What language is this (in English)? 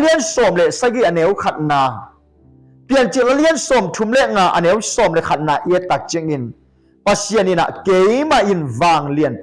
Tedim Chin